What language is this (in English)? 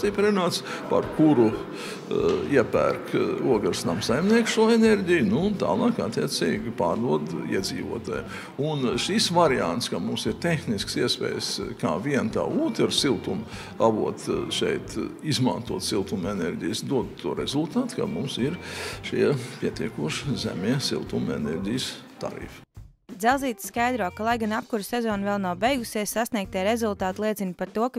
Latvian